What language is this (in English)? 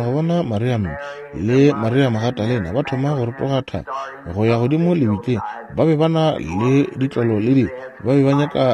Northern Sotho